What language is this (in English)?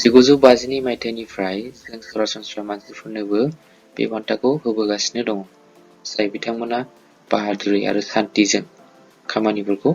Bodo